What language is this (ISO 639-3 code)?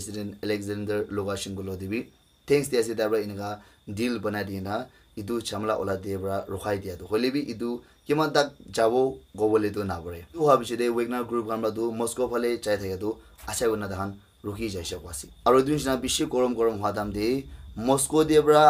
nag